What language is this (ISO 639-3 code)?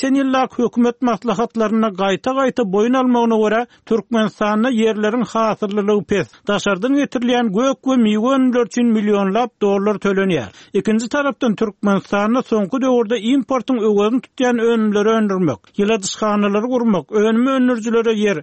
tuk